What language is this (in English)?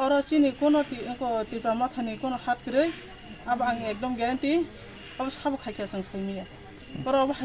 Kok Borok